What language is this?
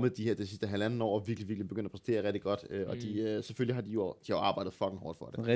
Danish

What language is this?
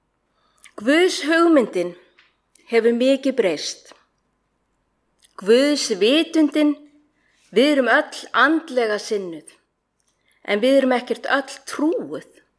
Icelandic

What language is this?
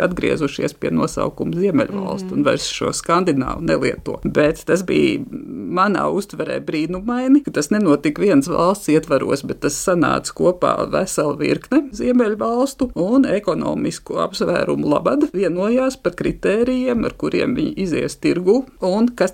Latvian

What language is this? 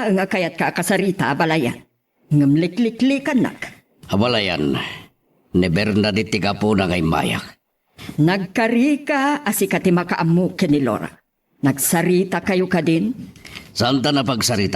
Iloko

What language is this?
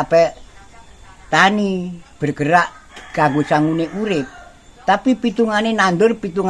Javanese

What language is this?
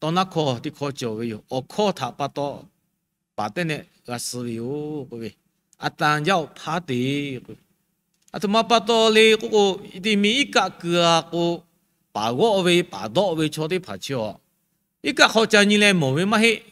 Lahu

